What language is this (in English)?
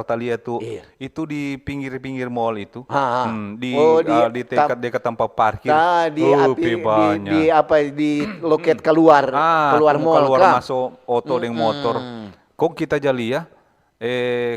Manado Malay